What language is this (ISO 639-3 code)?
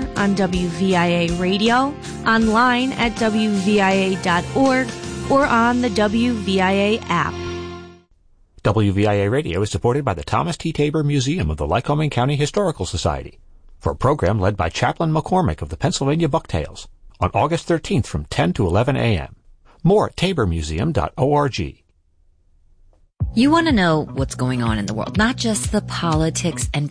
eng